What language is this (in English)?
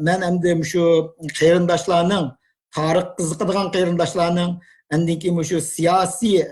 Uyghur